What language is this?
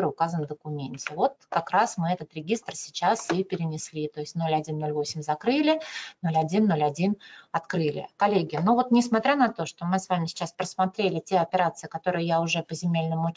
Russian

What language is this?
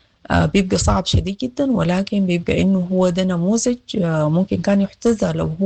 Sudanese Arabic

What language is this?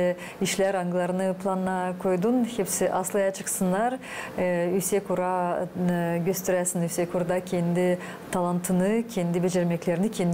Gagauz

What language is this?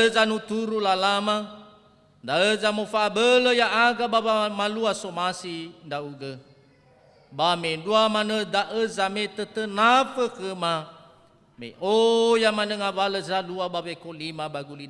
Nias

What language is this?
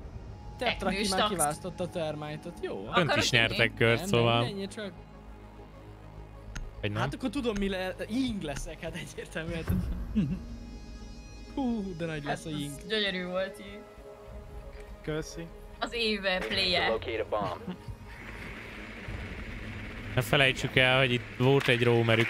Hungarian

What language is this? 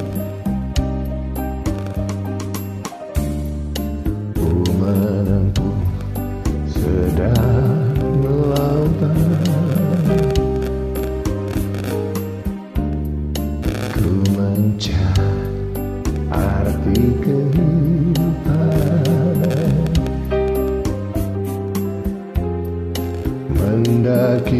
Indonesian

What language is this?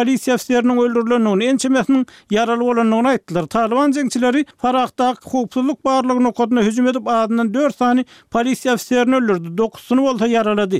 Turkmen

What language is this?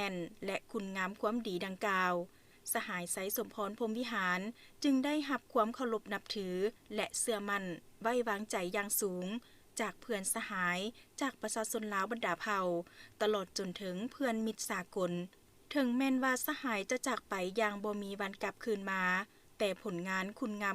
Lao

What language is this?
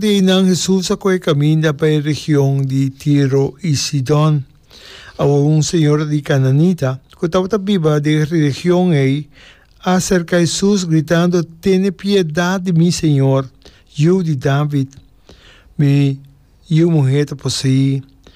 Papiamento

